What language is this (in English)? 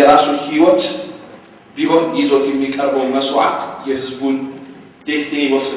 Amharic